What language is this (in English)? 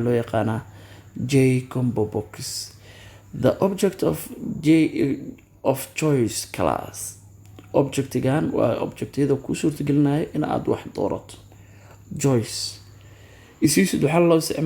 Somali